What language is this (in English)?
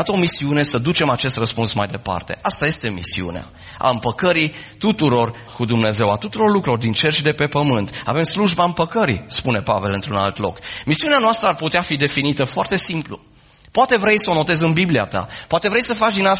Romanian